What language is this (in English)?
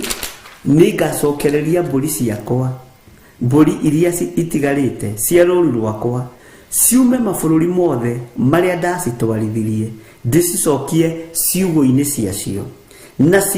Kikuyu